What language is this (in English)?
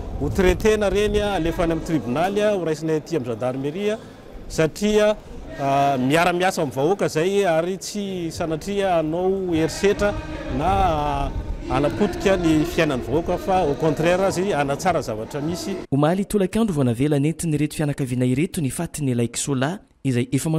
Malagasy